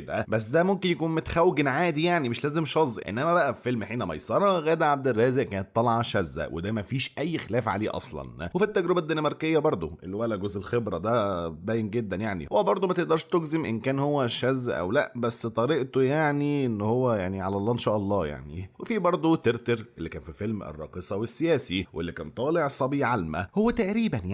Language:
Egyptian Arabic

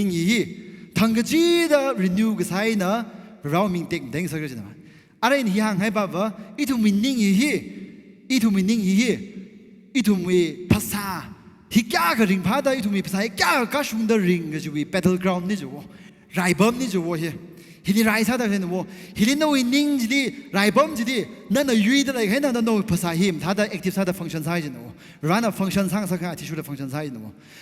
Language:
Tangkhul Naga (India)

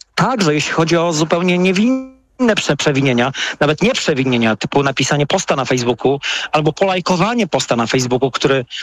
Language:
Polish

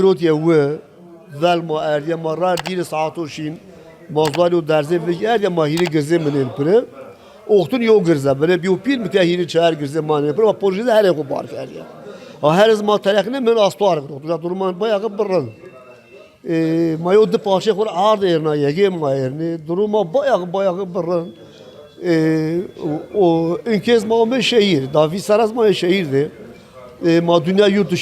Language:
Zaza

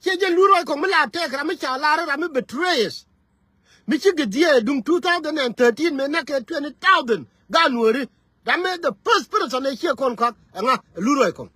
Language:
Nuer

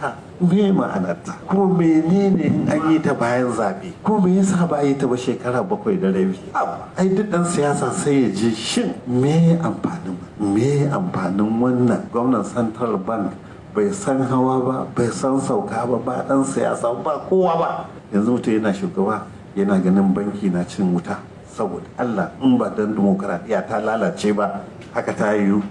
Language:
Hausa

